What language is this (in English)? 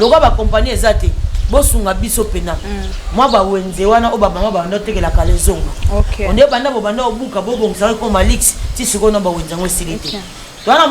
Lingala